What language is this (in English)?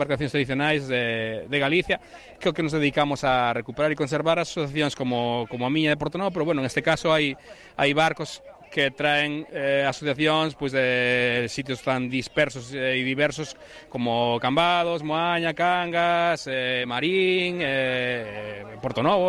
Galician